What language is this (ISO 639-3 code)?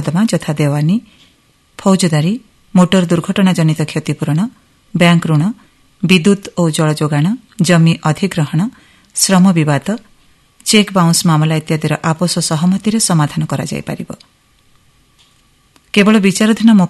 ori